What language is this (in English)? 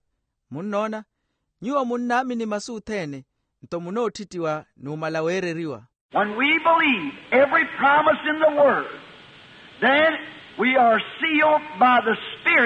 Makhuwa